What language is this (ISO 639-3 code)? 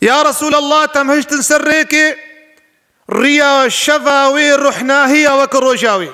kur